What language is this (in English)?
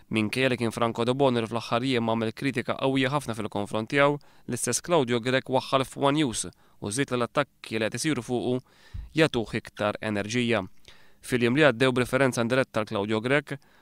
Maltese